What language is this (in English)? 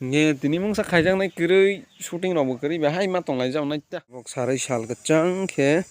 Kok Borok